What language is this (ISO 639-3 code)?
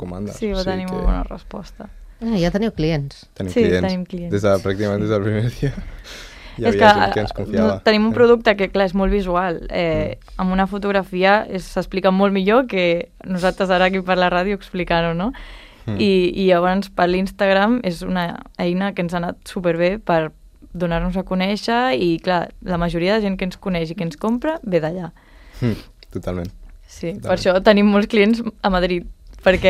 cat